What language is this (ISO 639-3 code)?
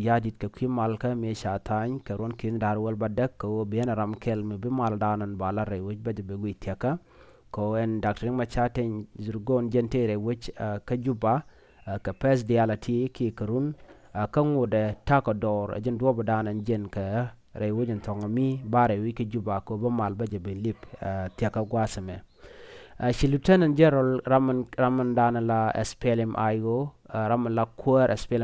nus